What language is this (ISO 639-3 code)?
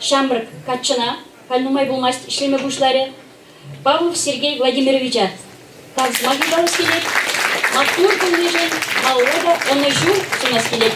chv